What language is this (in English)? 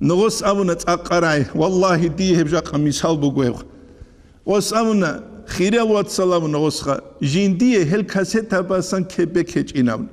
Avaric